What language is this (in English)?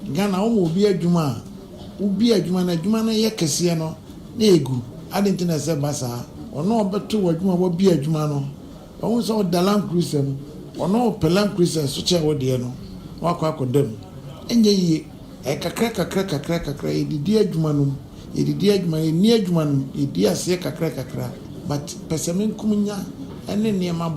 Akan